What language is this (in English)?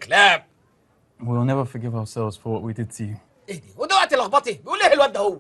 Egyptian Arabic